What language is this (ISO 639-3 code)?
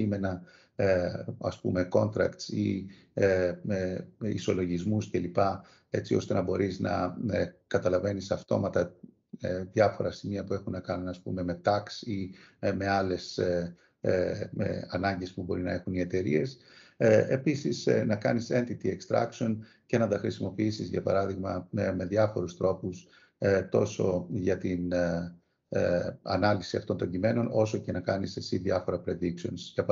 ell